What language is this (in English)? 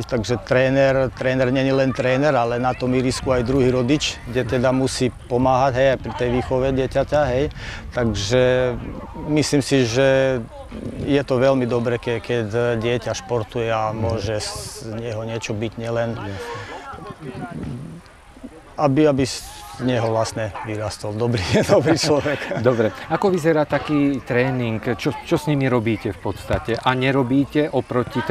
Slovak